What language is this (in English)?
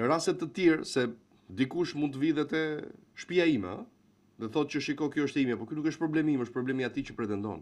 Albanian